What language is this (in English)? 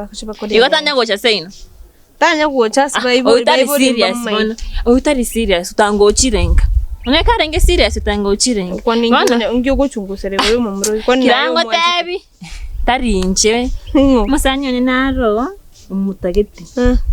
Gusii